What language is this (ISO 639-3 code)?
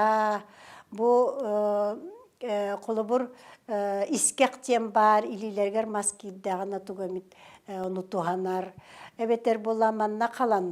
sah